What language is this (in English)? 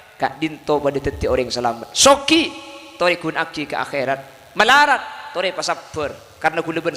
Madurese